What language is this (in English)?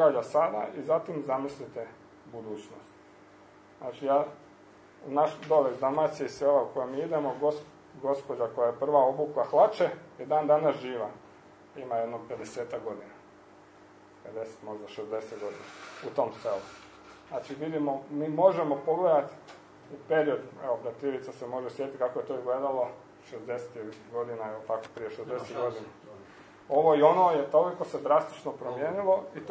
Croatian